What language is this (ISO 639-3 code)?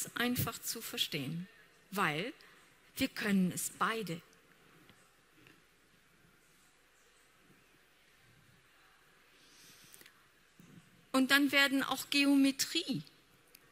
deu